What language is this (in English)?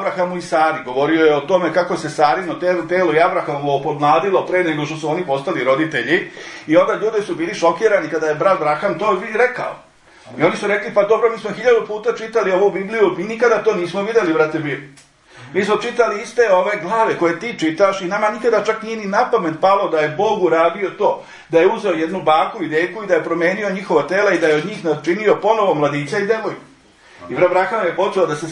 Serbian